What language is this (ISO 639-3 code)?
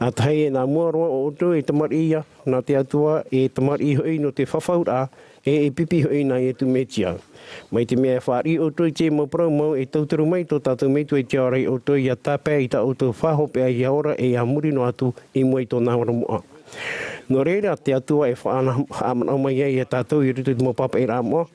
tah